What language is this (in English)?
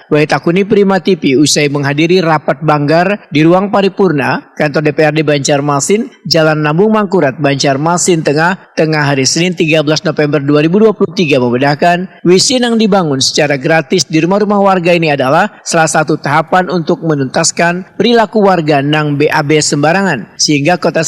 Banjar